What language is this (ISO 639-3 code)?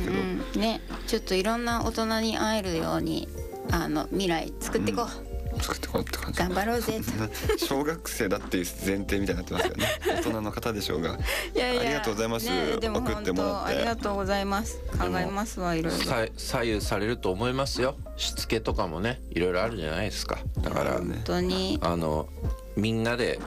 jpn